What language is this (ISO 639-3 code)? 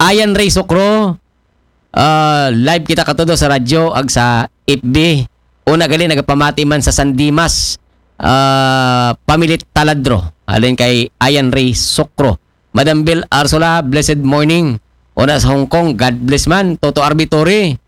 akl